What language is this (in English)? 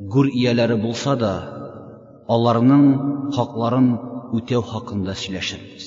Tatar